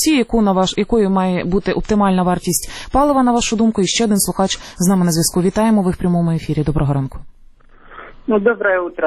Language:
Ukrainian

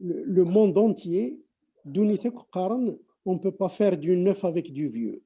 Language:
Kabyle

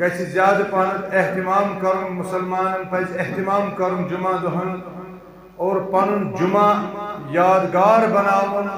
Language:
Kashmiri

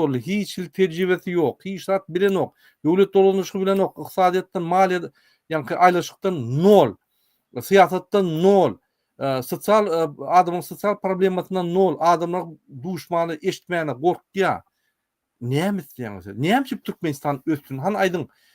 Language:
Turkmen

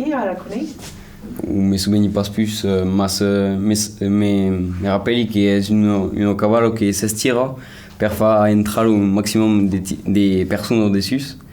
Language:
Occitan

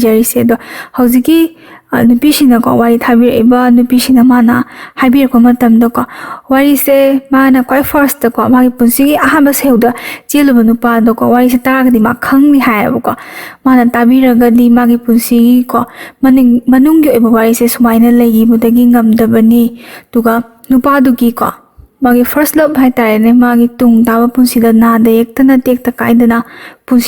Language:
Manipuri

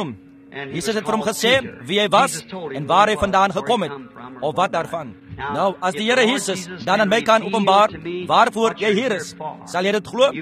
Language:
Afrikaans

